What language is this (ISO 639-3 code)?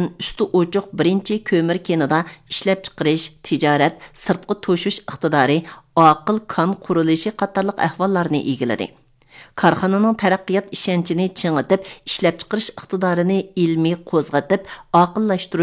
uig